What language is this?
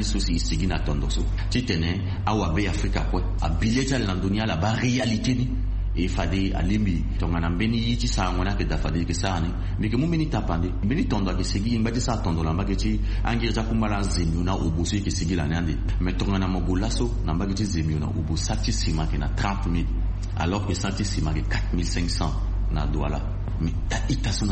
Sango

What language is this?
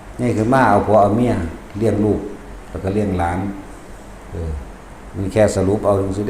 Northeastern Thai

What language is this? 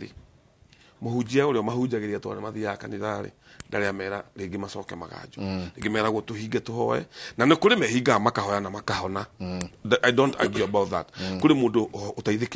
Kikuyu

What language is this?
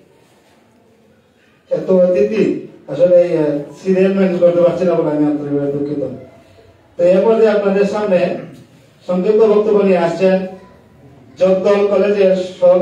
Bangla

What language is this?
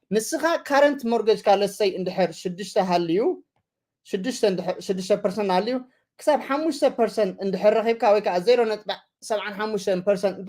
Tigrinya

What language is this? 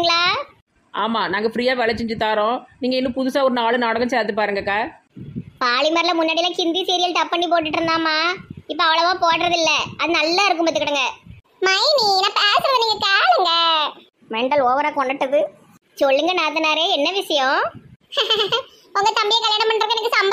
Tamil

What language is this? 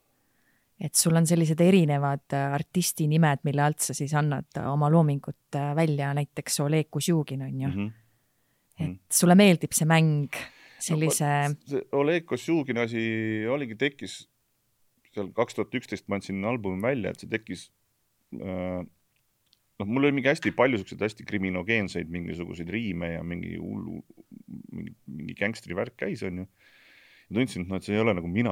Estonian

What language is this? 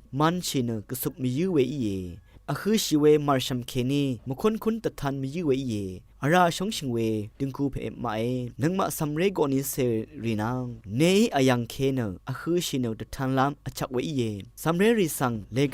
Rawang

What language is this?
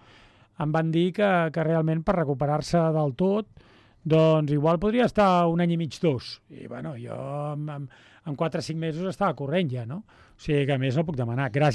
Catalan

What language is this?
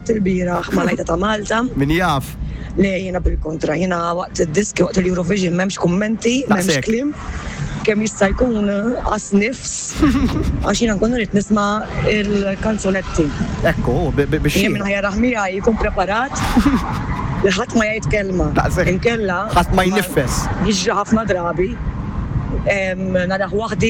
Maltese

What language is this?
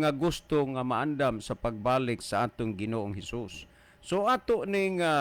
Cebuano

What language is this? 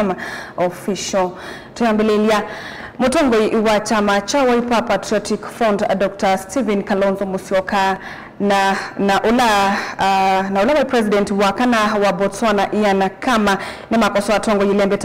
Kamba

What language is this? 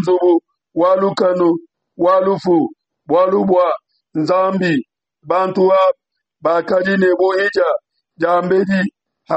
Luba-Lulua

